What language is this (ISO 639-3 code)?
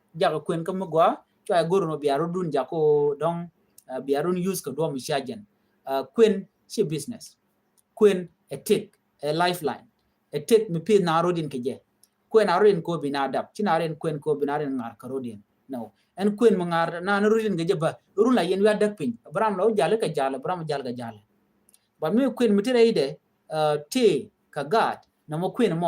nus